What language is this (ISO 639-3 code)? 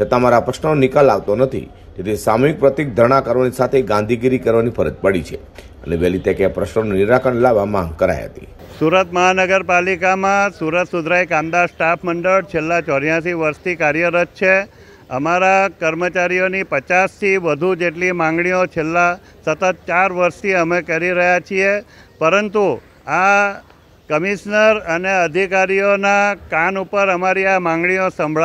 guj